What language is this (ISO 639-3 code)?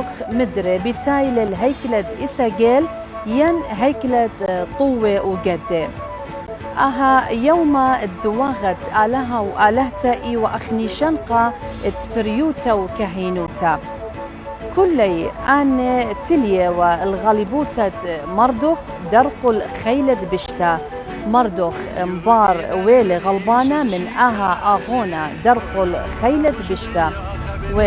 aii